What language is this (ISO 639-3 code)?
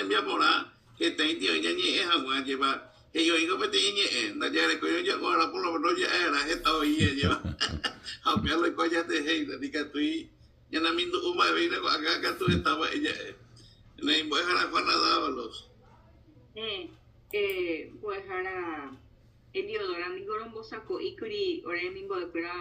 grn